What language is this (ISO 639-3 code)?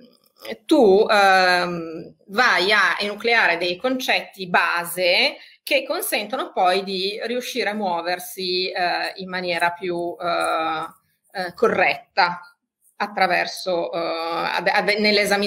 ita